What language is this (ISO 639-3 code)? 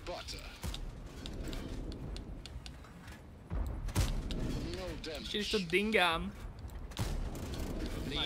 ces